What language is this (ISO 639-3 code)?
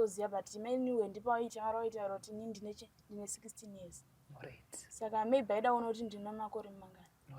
sna